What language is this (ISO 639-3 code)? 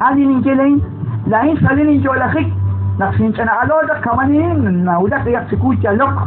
kek